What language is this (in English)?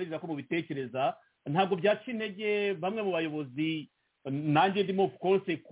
Kinyarwanda